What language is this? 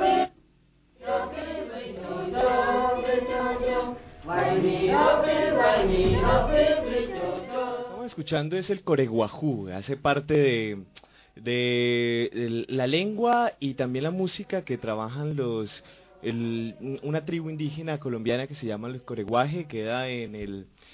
Spanish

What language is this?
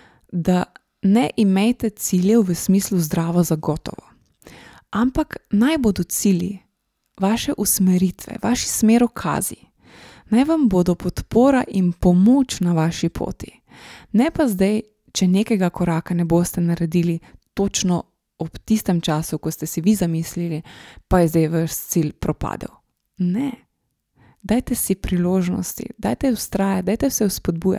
Slovenian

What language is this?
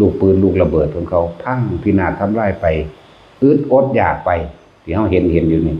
Northeastern Thai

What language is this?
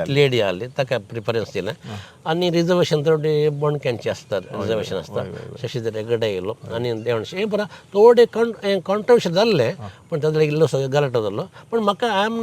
Konkani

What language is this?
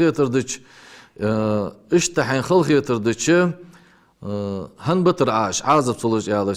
Ingush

